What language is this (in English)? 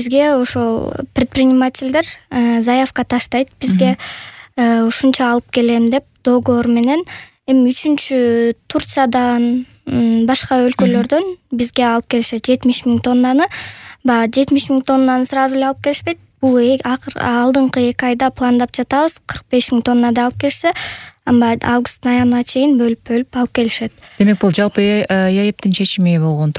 Kyrgyz